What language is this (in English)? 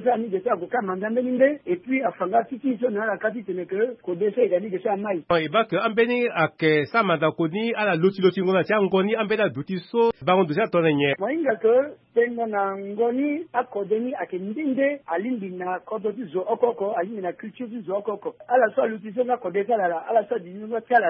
Sango